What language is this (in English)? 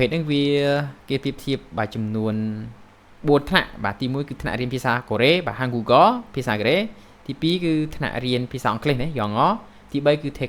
Khmer